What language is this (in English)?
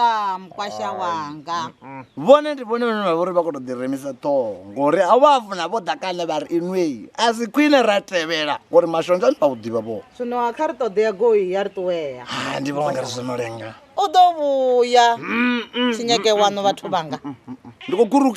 Venda